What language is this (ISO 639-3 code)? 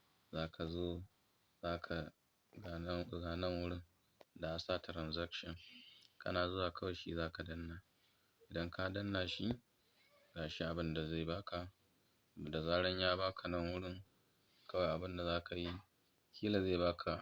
hau